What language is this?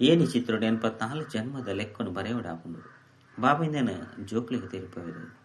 Tulu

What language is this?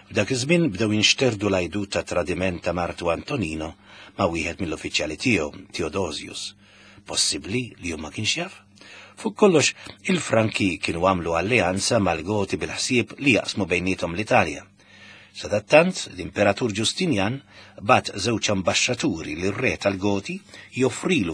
Maltese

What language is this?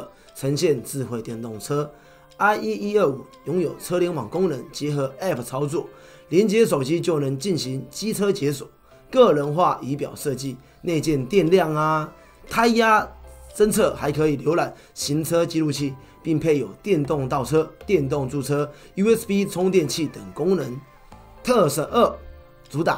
Chinese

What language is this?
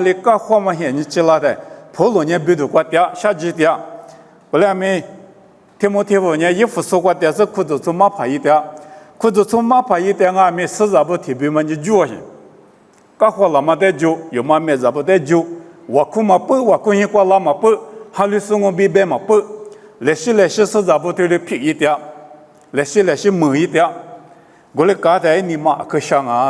Lisu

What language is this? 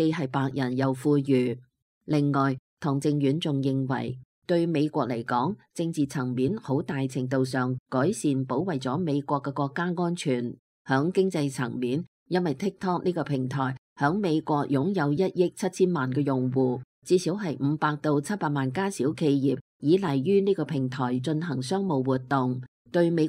Cantonese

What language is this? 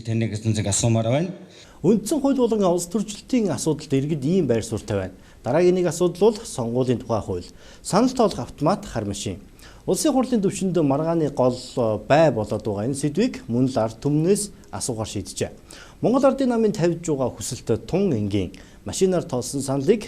Mongolian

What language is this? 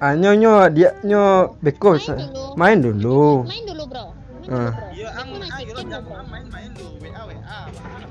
Minangkabau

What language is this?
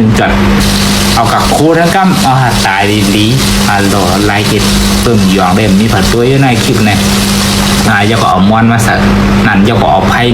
Shan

